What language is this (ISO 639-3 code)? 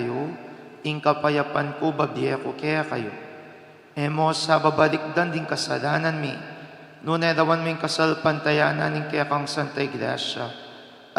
pam